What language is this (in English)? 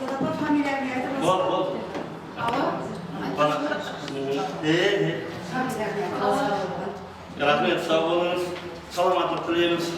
Kara-Kalpak